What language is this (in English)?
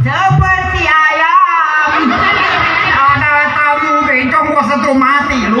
Betawi